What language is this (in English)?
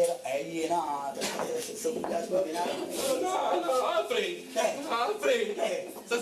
Neapolitan